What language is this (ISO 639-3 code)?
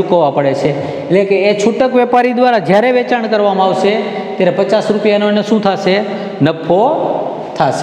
guj